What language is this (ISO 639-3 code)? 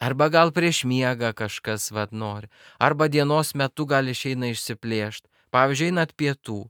lit